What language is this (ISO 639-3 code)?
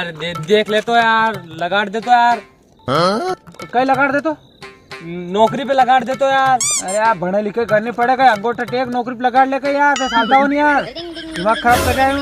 raj